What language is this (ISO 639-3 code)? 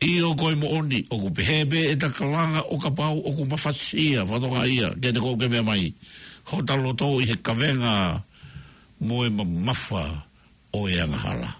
ton